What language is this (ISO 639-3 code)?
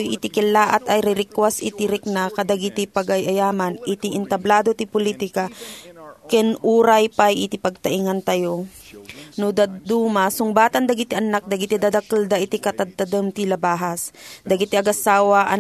ilo